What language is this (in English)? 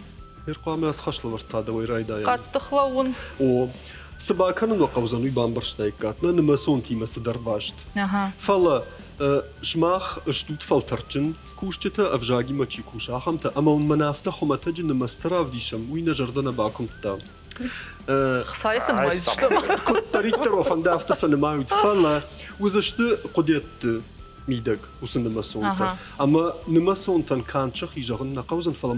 Ossetic